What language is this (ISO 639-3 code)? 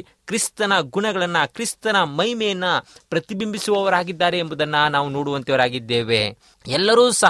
kan